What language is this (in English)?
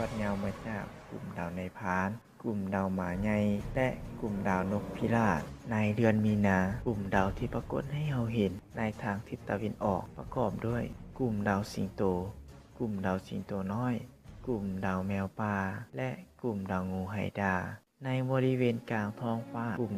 Lao